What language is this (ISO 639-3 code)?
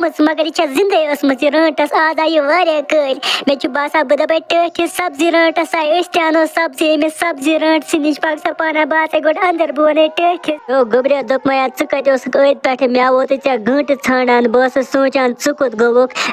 kas